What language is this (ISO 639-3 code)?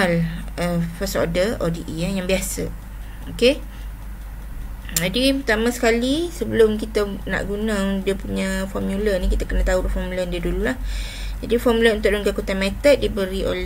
msa